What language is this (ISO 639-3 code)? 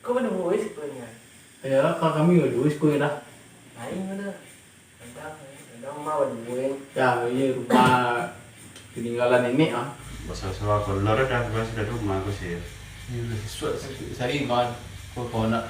min